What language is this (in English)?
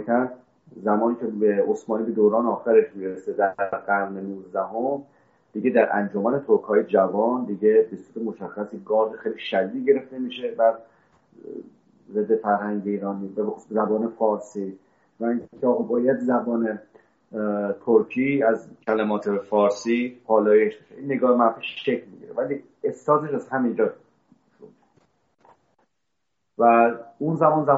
Persian